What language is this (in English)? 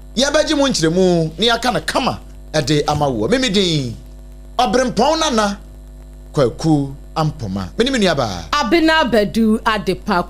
Akan